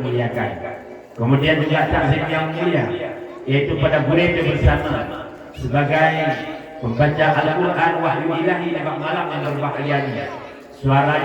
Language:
Achinese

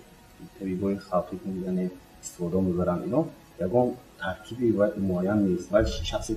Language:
Tajik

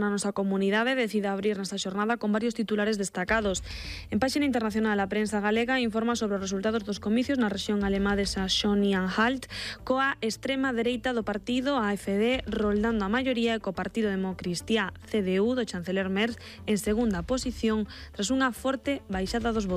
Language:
Galician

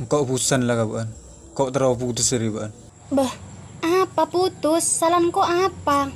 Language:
Madurese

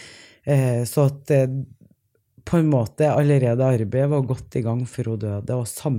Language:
Norwegian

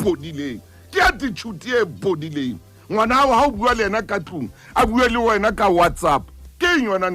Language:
Southern Sotho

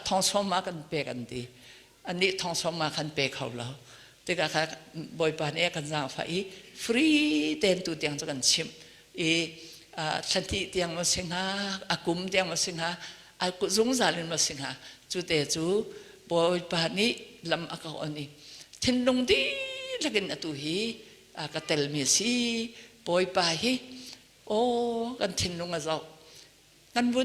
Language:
Hakha Chin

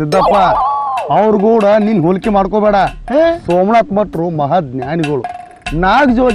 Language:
Kannada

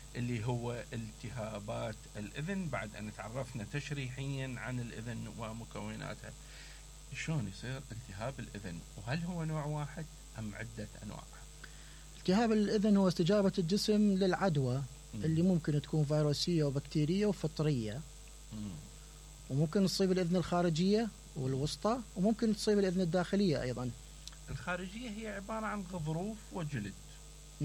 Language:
Mesopotamian Arabic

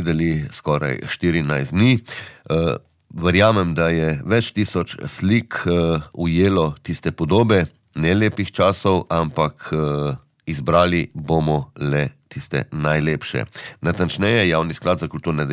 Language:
Slovenian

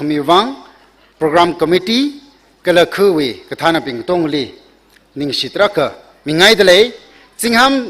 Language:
Tangkhul Naga (India)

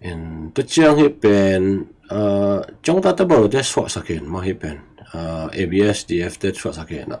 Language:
Tedim Chin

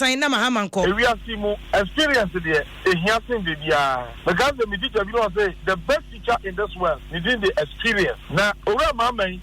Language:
Akan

